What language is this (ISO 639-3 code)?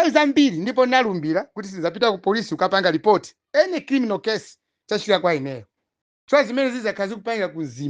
nya